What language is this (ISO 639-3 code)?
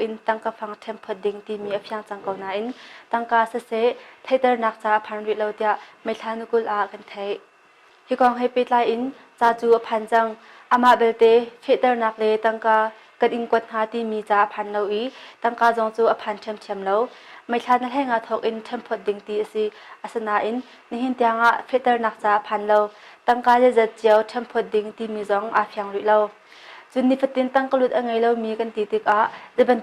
cnh